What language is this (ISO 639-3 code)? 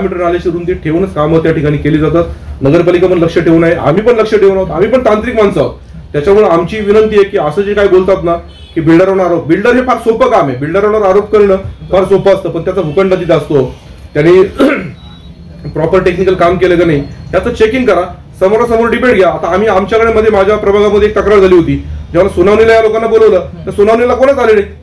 mar